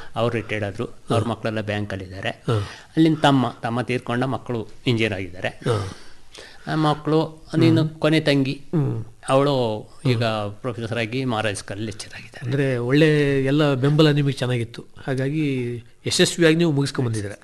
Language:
Kannada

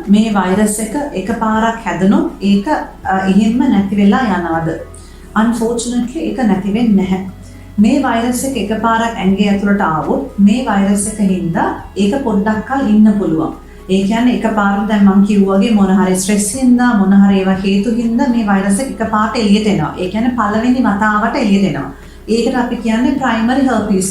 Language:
Sinhala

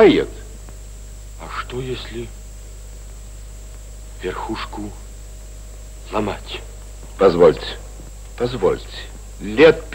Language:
Russian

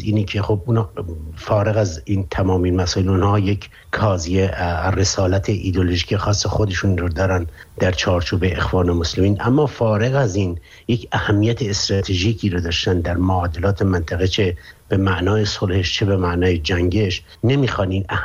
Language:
Persian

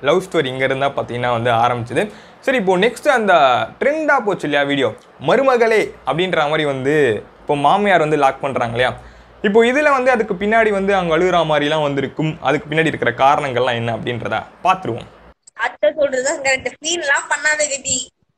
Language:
Tamil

